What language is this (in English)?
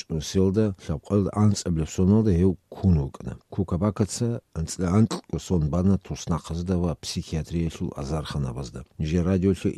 Avaric